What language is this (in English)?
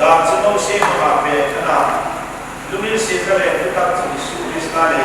Hmar